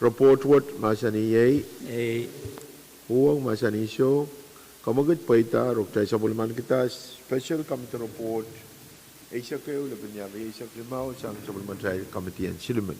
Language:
Pohnpeian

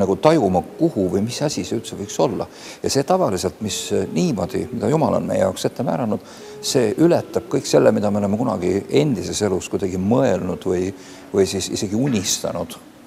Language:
Estonian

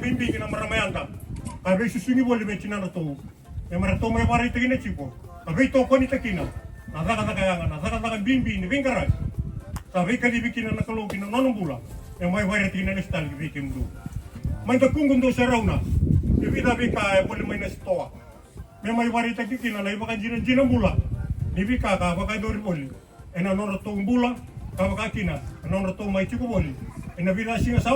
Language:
Fijian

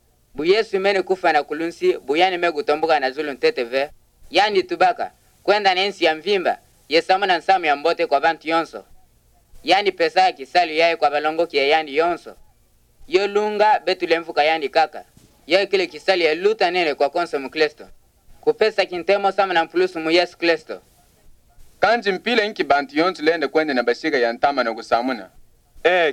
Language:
Kituba (Democratic Republic of Congo)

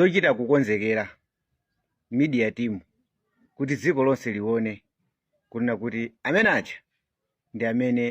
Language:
Nyanja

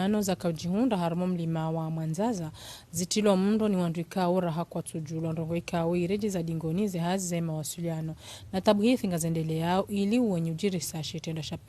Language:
Ngazidja Comorian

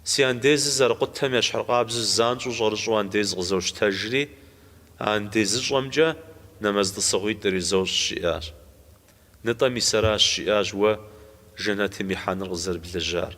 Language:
Kabardian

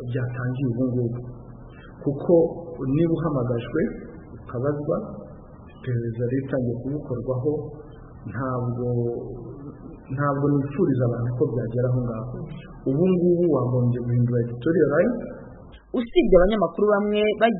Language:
Kinyarwanda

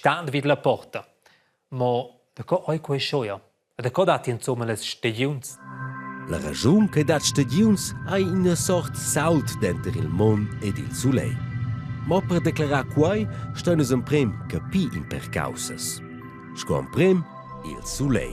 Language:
Romansh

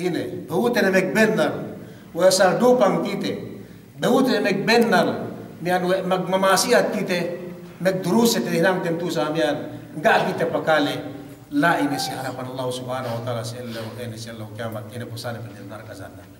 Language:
Yakan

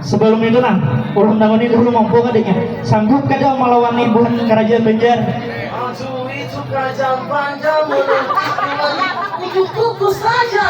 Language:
Banjar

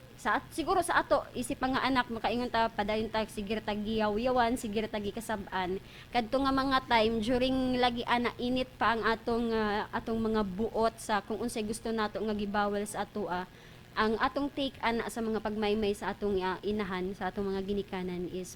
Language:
Cebuano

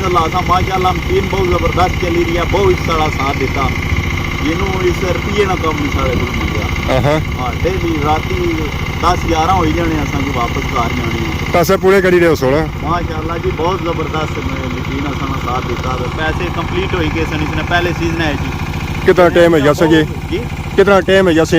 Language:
Pahari-Potwari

